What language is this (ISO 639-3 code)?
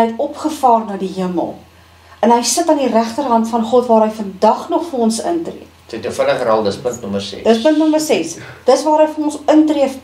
afr